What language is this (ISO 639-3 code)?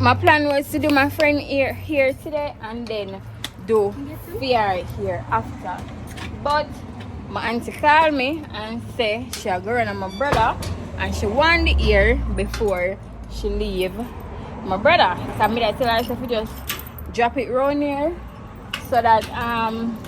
jam